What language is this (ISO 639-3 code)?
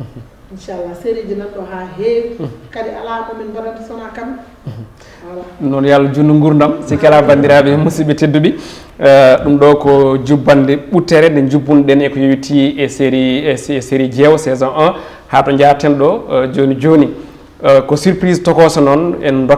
ful